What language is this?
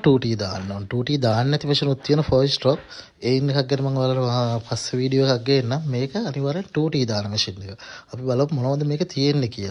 Sinhala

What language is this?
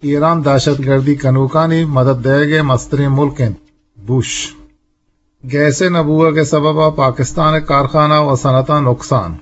Eastern Balochi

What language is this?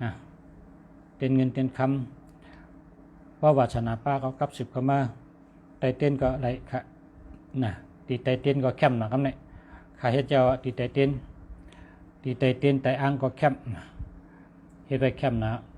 Shan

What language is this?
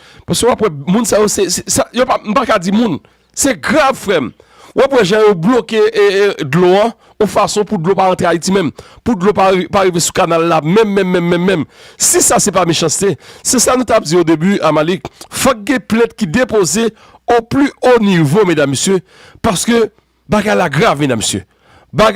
Haitian Creole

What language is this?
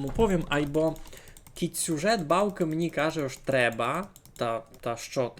Rusyn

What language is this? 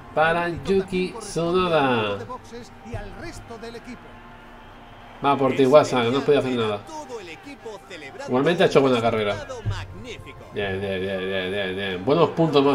Spanish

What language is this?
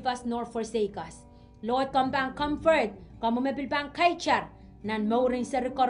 Pohnpeian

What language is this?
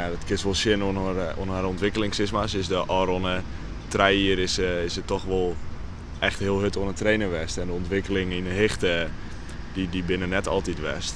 Western Frisian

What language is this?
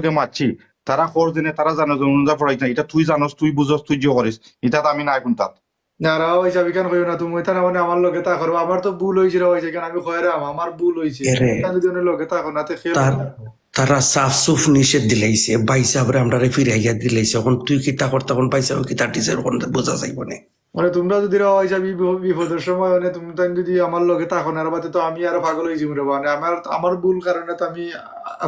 Sylheti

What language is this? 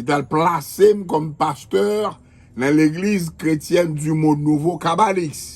Haitian Creole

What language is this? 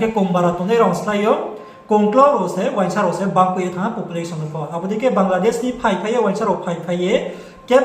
Riang (India)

